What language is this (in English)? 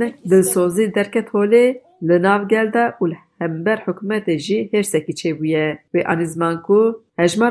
Kurdish